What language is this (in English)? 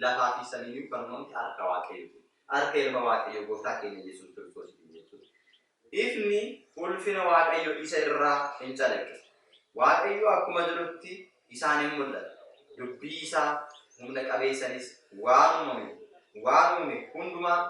Oromo